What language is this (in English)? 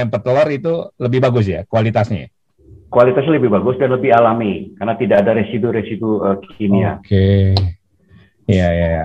Indonesian